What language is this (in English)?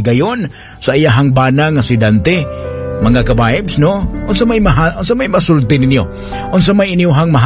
Cebuano